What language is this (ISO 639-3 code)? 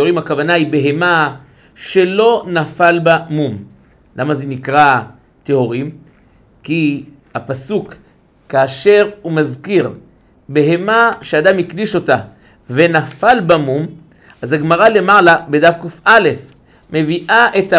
heb